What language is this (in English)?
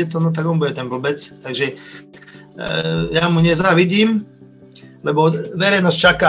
Slovak